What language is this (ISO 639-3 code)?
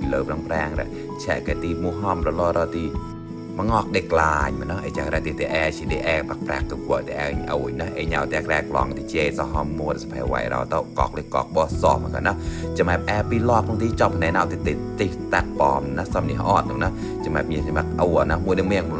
mnw